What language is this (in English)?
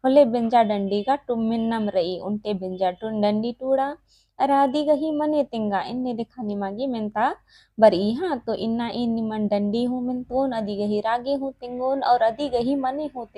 Kurukh